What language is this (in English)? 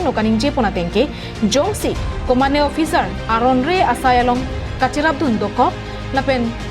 Karbi